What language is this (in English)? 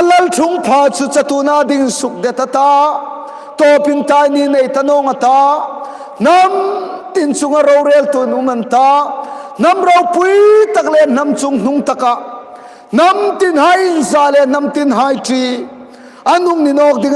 Hmar